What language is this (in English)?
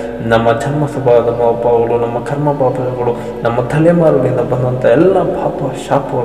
Kannada